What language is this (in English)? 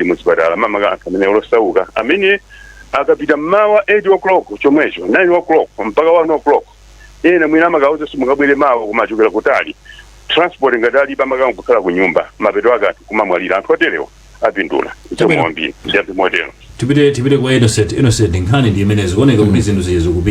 Nyanja